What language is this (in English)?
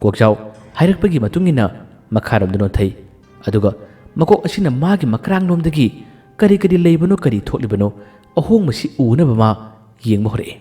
Manipuri